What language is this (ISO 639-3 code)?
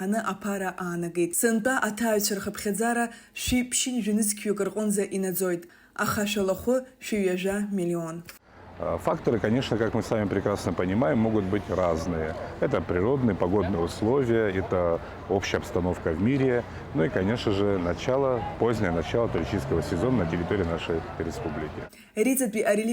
abk